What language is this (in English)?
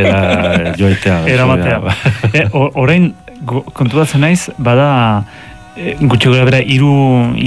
Basque